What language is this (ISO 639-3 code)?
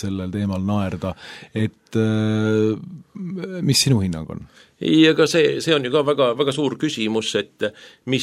est